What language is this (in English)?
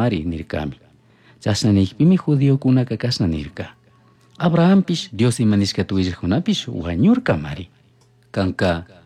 Chimborazo Highland Quichua